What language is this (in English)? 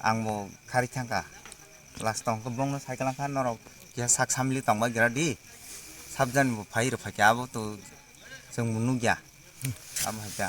Kok Borok